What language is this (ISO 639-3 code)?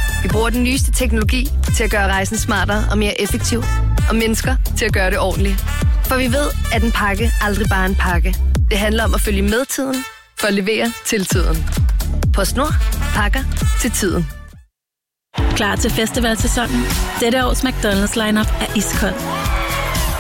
dan